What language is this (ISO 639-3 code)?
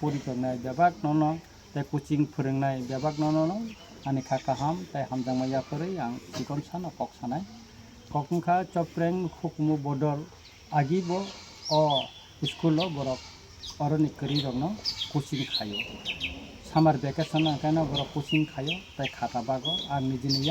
trp